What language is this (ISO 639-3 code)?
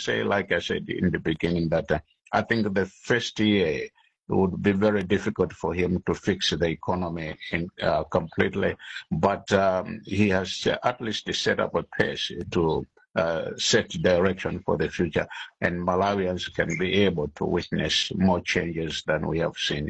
eng